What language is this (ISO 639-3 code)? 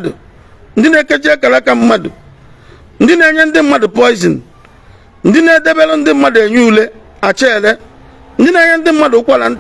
ibo